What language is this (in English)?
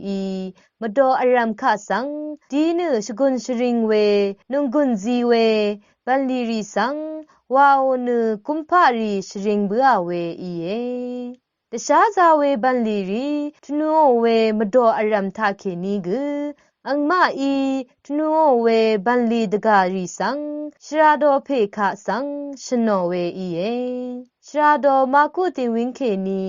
Rawang